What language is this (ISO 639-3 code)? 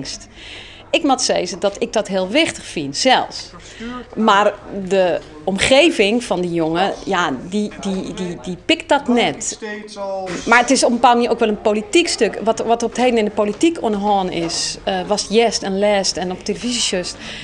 fry